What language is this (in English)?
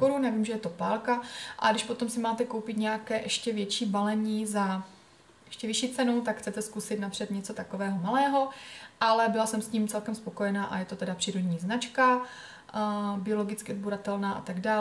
Czech